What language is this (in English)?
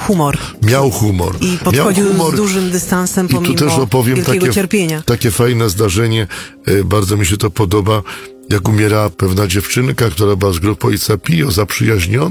Polish